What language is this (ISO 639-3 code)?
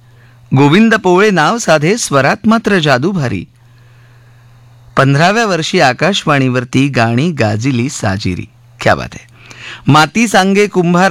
mar